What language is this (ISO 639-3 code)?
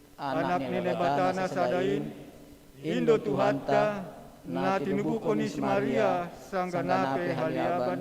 bts